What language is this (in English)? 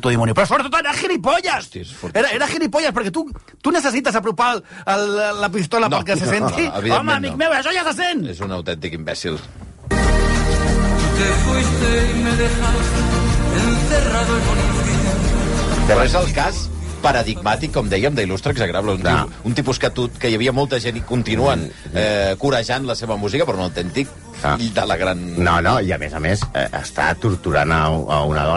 Catalan